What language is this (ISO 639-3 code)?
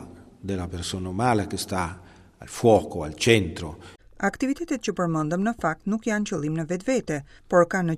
sqi